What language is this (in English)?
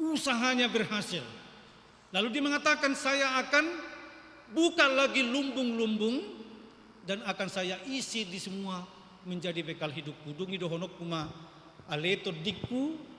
Batak Toba